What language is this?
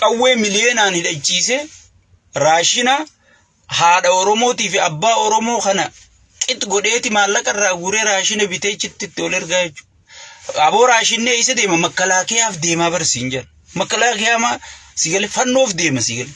Oromo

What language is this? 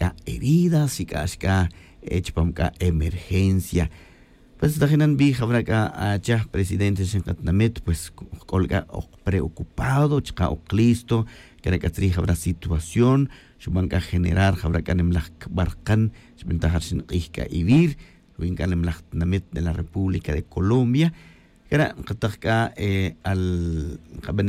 Tz'utujil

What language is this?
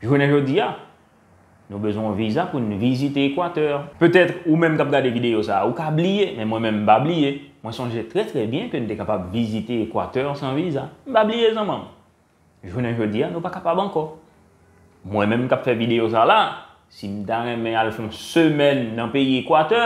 Haitian Creole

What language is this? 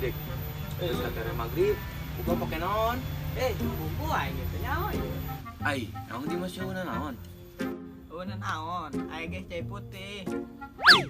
Sundanese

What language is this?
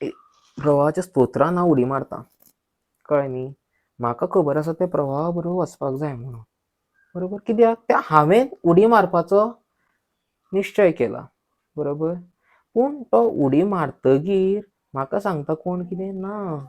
Konkani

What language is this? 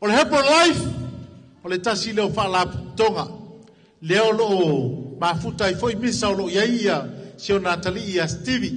Samoan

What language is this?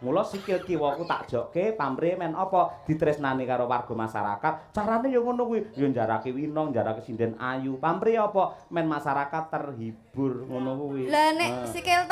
Javanese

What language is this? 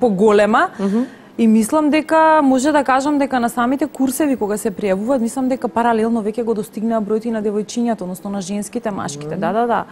Macedonian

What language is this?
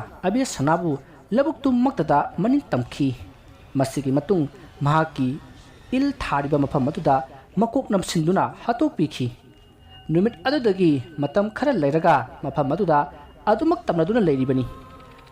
Manipuri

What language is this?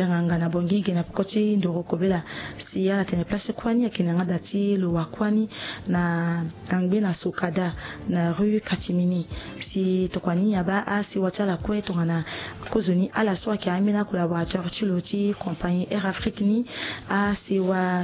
Sango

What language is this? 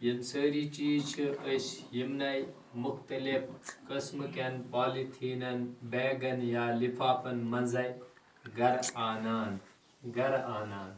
Kashmiri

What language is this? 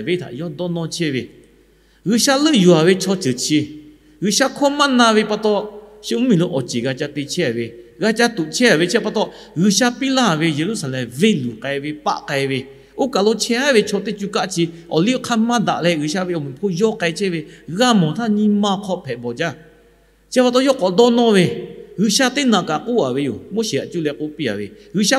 Lahu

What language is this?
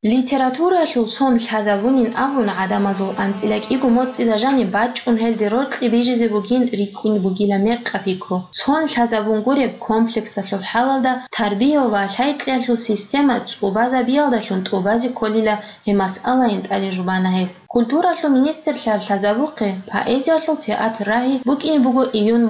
Avaric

